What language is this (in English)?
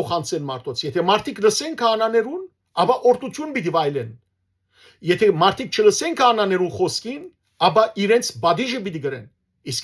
Western Armenian